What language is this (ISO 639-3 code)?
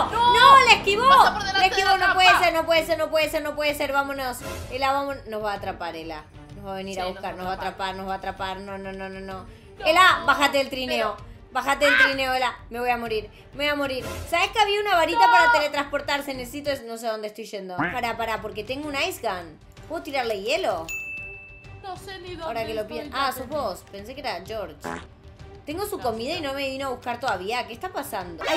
spa